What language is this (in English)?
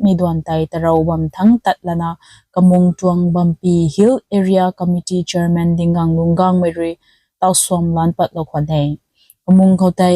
Rongmei Naga